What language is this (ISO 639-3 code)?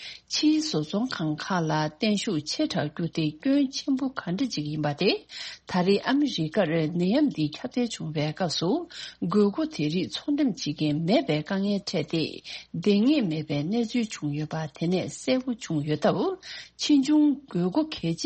bod